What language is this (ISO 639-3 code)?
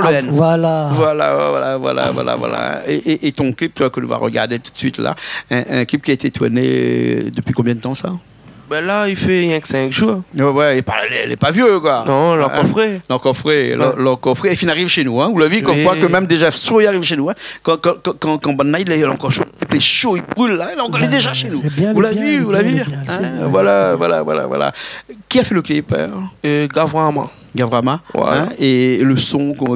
rcf